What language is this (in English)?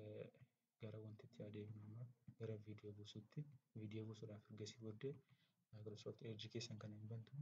Oromo